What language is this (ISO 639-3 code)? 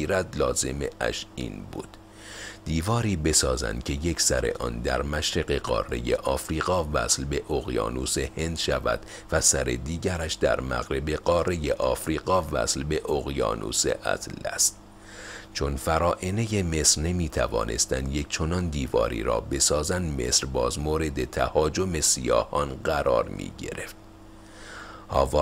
fas